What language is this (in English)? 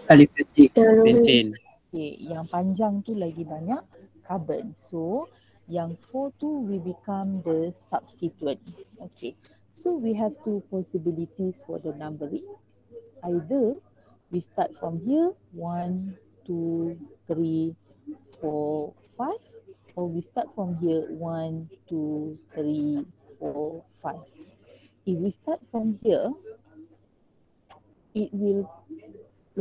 Malay